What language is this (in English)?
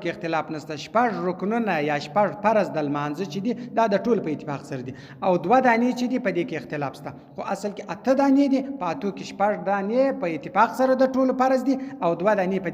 Pashto